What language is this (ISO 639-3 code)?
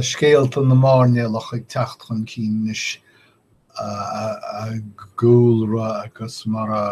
gle